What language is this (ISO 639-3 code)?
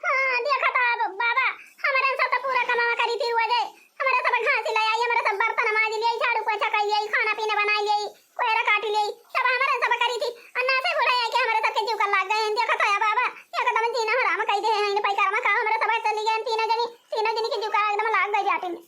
awa